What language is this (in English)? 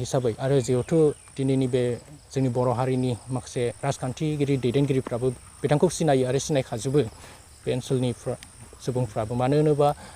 Bodo